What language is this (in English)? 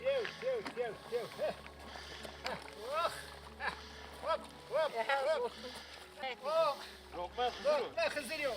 Zaza